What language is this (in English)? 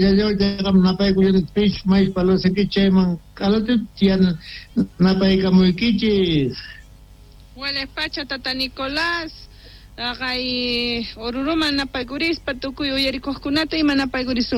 South Bolivian Quechua